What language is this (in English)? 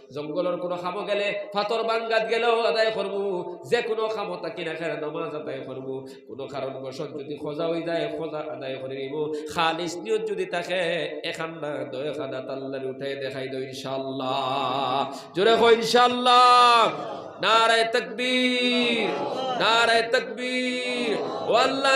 Sylheti